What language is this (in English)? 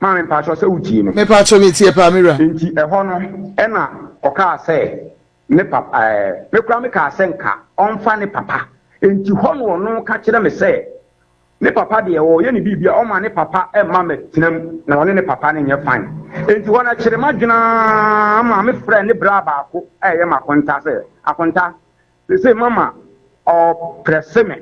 Akan